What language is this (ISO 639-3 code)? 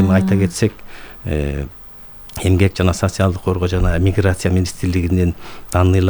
kir